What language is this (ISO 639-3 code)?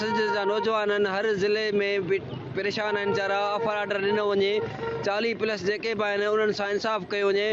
snd